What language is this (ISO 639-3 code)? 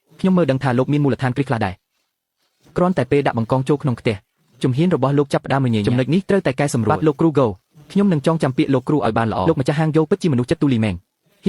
khm